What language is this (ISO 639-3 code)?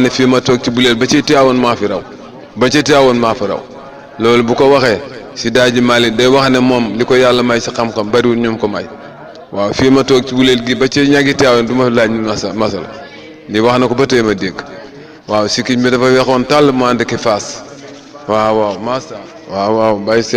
wol